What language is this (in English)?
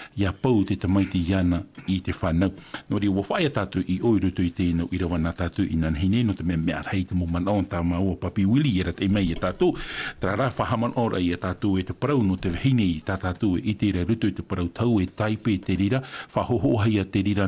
Tahitian